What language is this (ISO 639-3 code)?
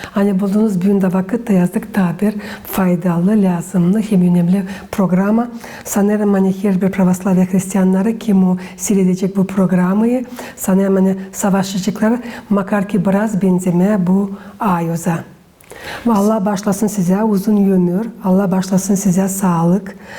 gag